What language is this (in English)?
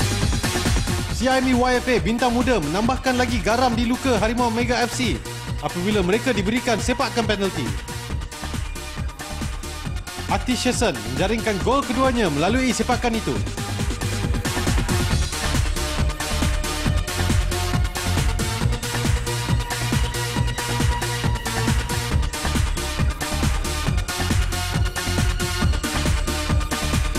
Malay